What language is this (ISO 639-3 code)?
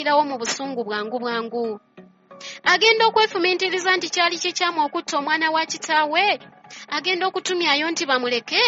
lug